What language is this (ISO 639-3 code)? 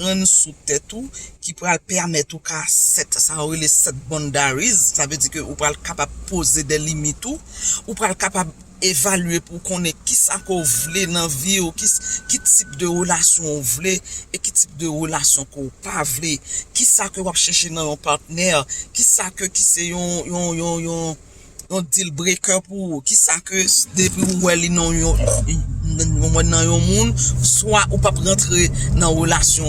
hat